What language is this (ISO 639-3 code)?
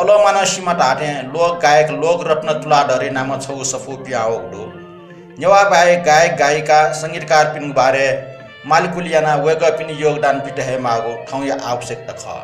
new